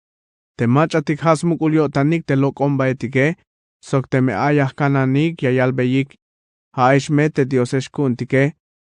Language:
Tzeltal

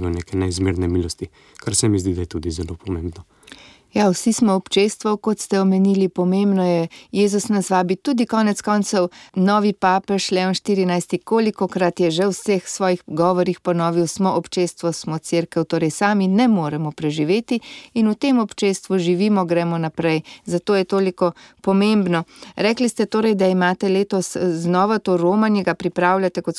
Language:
Slovenian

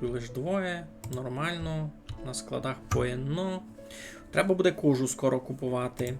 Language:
Rusyn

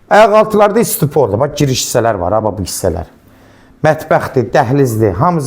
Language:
Azerbaijani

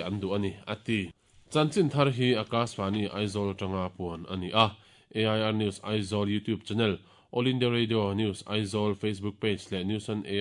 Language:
Mizo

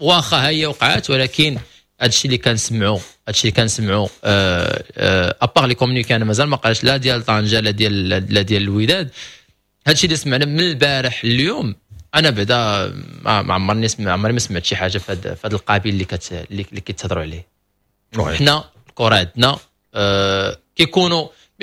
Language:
Moroccan Arabic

